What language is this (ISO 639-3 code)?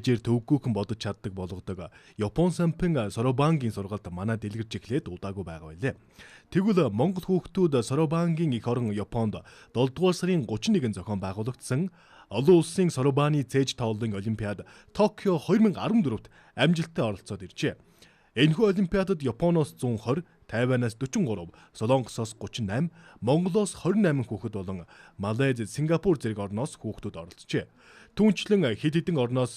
mon